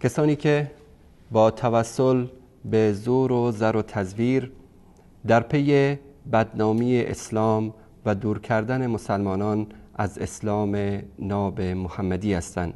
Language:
Persian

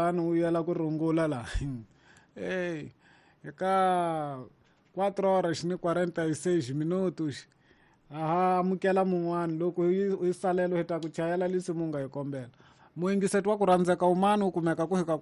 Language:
Tsonga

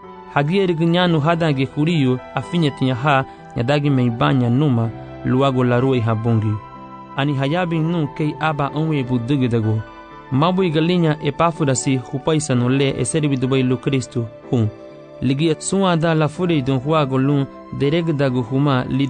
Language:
Garifuna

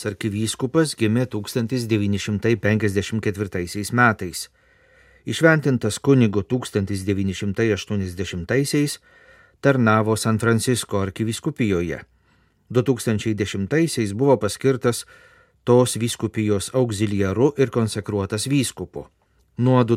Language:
Lithuanian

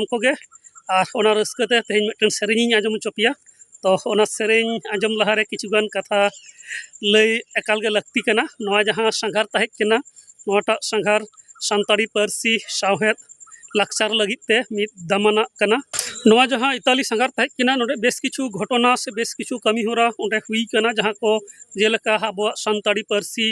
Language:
Santali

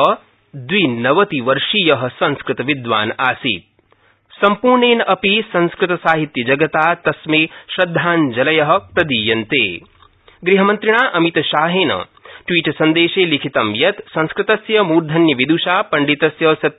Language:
Sanskrit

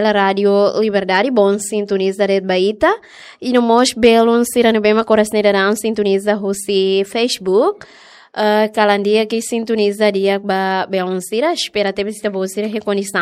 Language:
Tetum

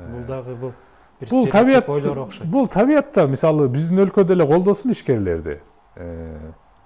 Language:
Kyrgyz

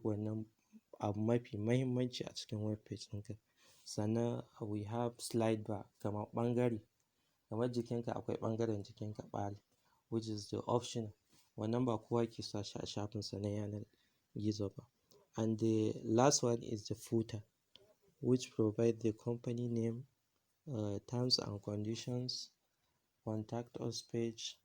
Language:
Hausa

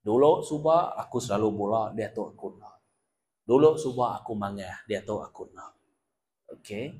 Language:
Iban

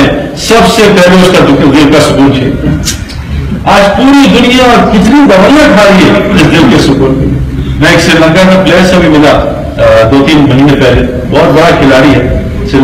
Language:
Urdu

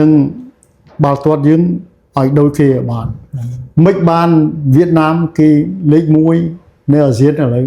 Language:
Khmer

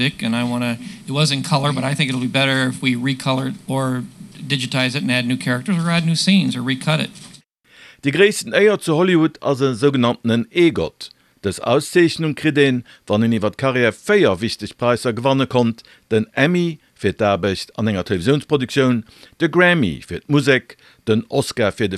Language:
Luxembourgish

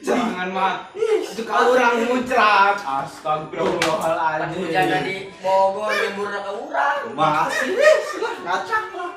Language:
Sundanese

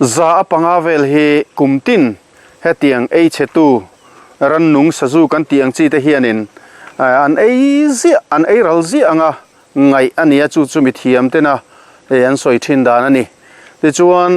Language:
Mizo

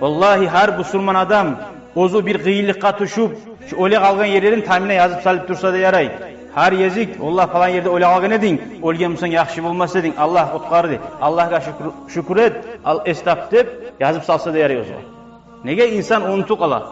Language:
Kumyk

